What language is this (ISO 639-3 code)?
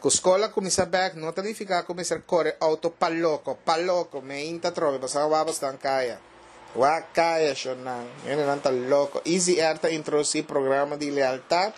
pap